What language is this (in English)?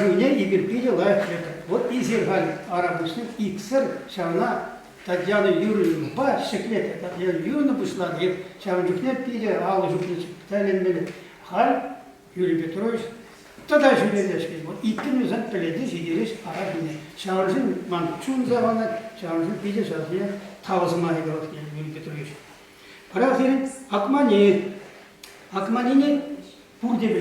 Chuvash